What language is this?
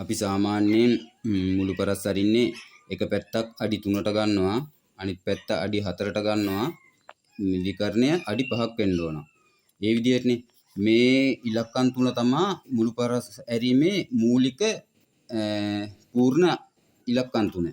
Sinhala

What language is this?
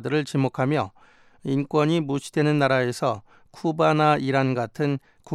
Korean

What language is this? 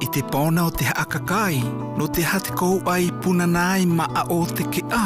South Marquesan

